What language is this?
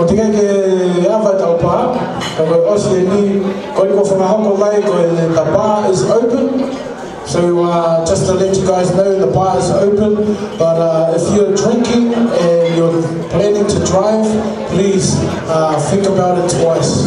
Tongan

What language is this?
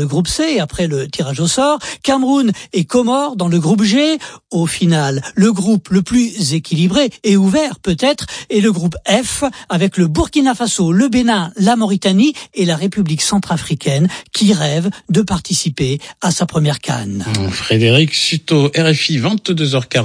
French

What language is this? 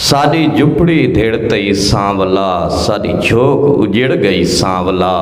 Saraiki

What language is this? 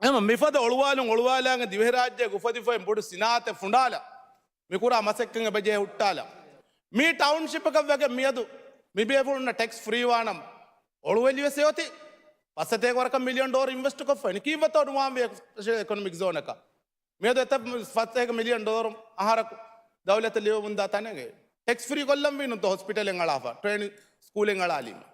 Divehi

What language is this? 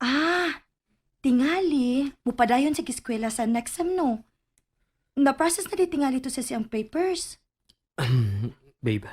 Cebuano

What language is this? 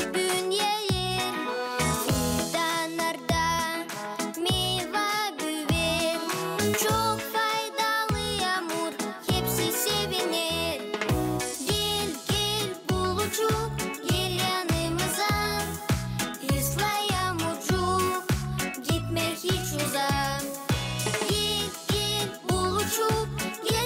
Gagauz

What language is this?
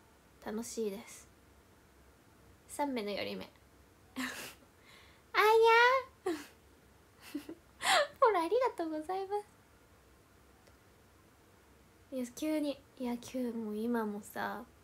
Japanese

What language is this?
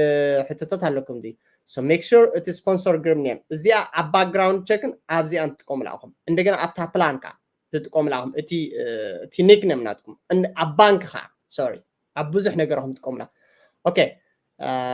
Tigrinya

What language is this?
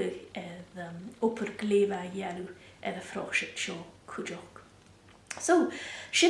Scottish Gaelic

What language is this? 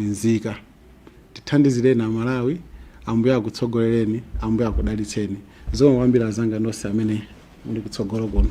Nyanja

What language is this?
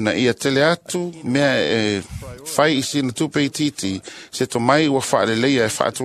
Samoan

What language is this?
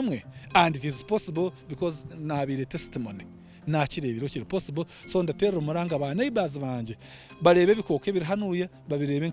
Nyankole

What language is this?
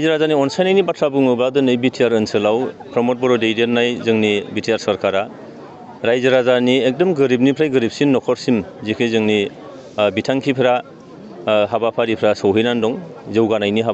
Bodo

